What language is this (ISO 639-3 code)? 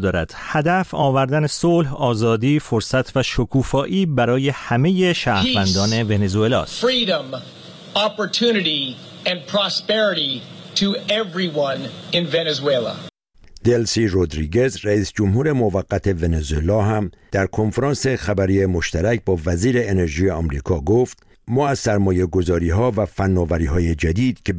fas